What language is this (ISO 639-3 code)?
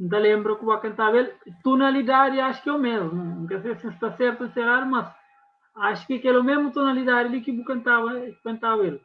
kea